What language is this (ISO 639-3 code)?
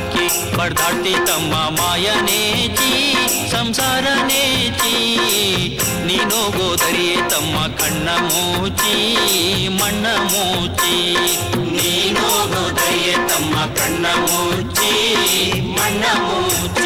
kan